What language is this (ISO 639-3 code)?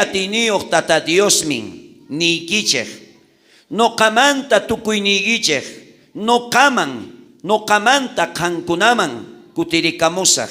quh